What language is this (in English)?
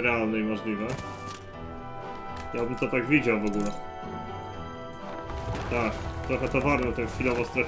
Polish